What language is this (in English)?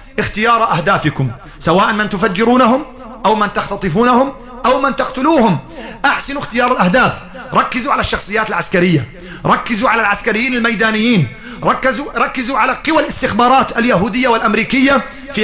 Arabic